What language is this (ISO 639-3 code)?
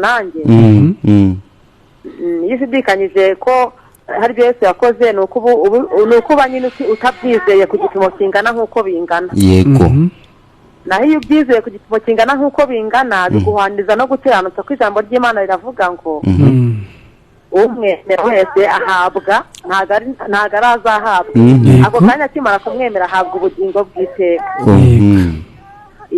kin